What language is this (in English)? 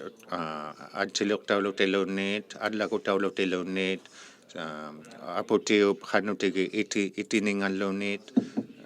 Inuktitut